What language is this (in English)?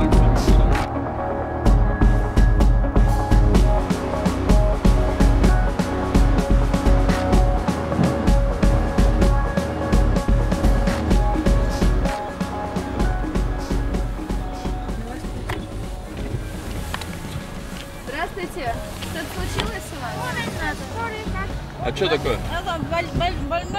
Russian